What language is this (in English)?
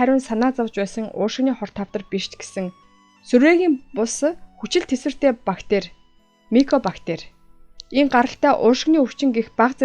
Mongolian